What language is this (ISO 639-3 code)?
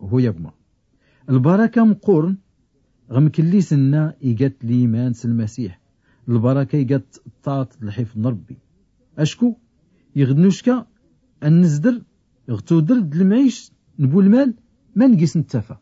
shi